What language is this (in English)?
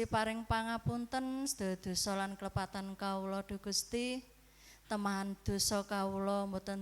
Javanese